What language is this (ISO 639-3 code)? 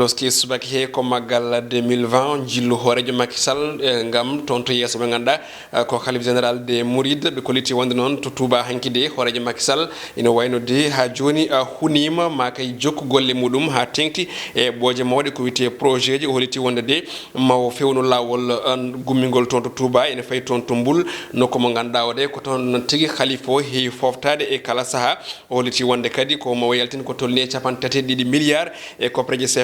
ful